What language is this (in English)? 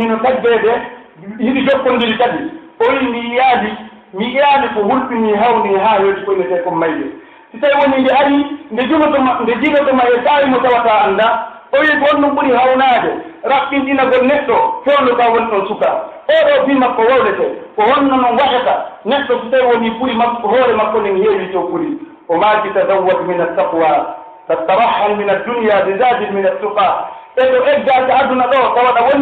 Pular